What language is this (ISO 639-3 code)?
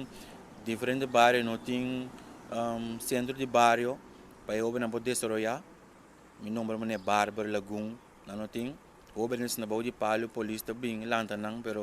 pap